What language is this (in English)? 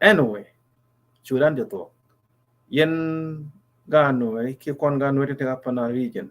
Nuer